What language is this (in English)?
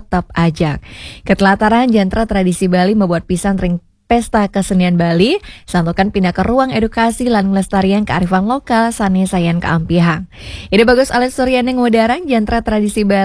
Balinese